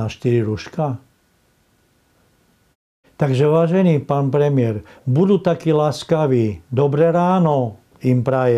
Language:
Slovak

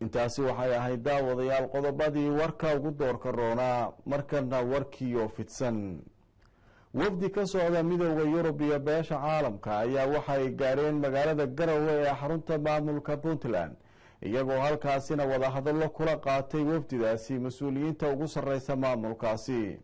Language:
Somali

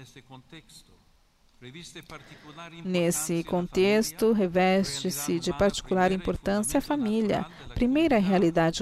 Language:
Portuguese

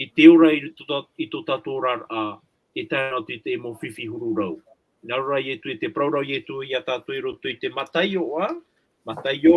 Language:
Tahitian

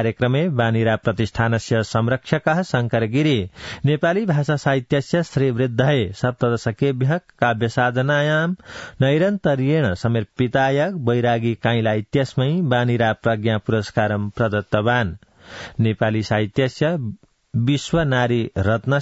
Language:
Sanskrit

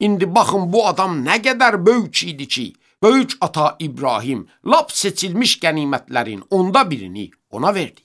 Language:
Azerbaijani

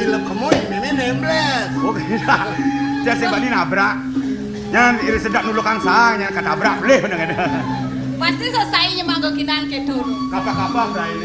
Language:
Balinese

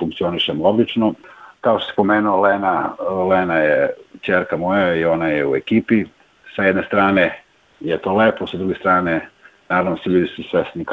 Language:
Serbian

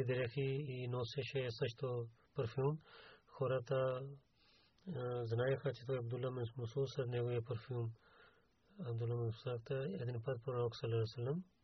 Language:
Bulgarian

